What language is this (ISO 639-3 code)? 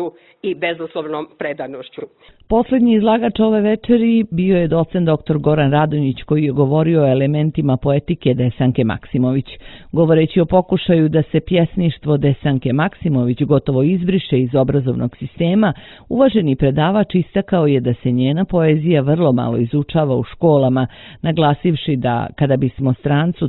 srp